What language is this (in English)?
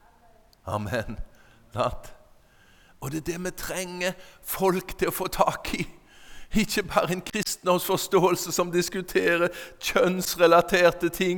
Norwegian